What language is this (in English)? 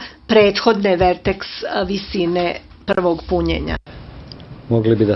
Serbian